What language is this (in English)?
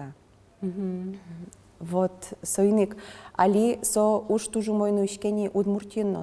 Udmurt